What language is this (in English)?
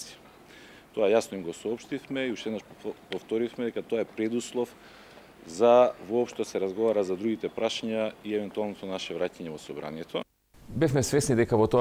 Macedonian